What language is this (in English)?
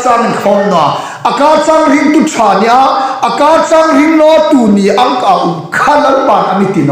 Hmar